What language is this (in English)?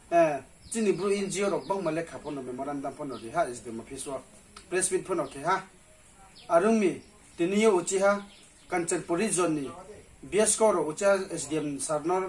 Riang (India)